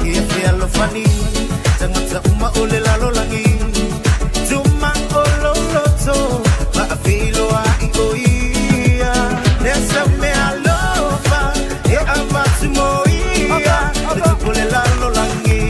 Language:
Samoan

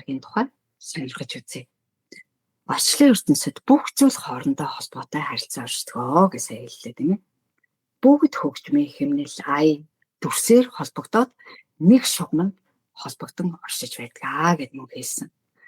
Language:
Mongolian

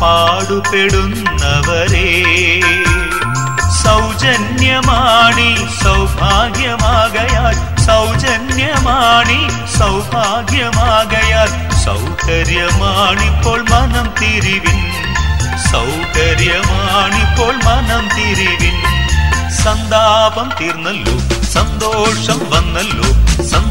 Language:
Malayalam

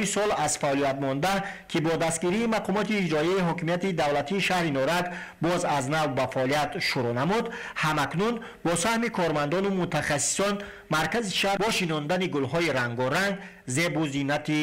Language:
Tajik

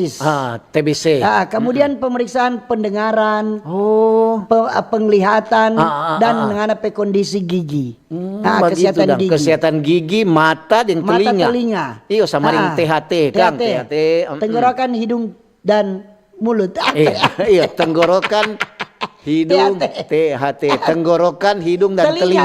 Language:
Manado Malay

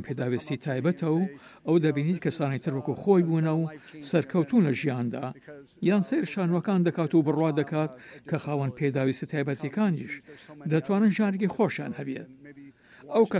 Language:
Central Kurdish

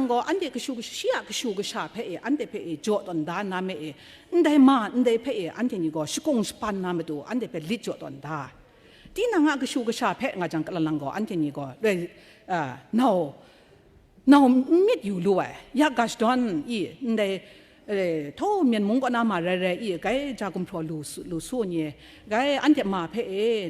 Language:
Kachin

